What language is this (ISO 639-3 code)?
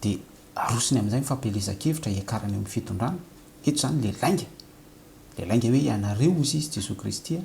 mlg